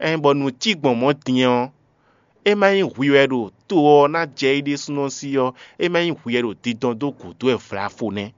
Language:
Fon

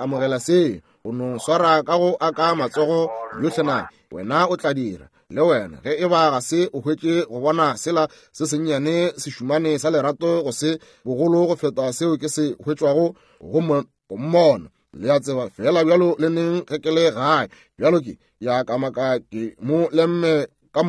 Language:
Northern Sotho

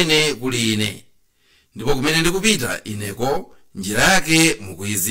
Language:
Nyanja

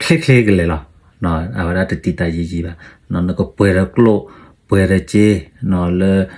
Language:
S'gaw Karen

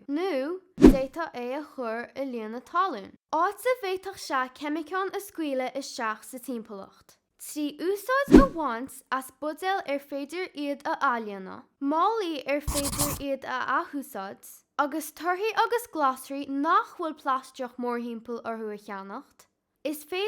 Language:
Irish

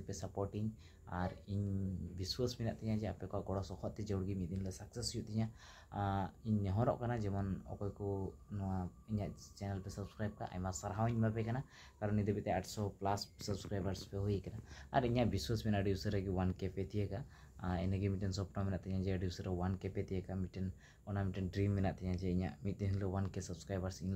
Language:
Santali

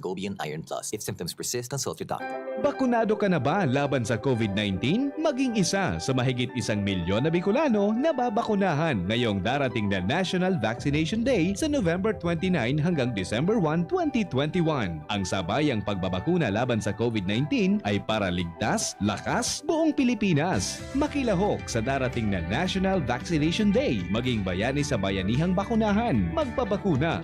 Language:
Bikol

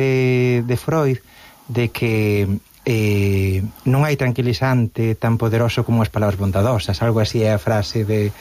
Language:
Galician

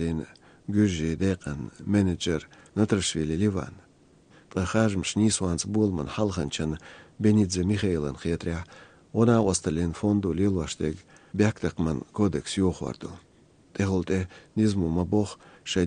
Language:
Chechen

